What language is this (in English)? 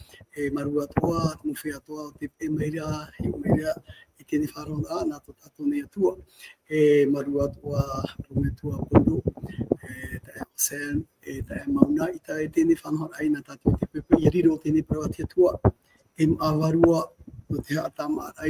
Tahitian